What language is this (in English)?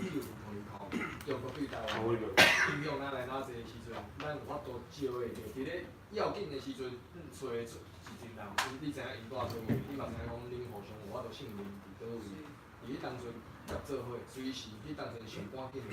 Min Nan Chinese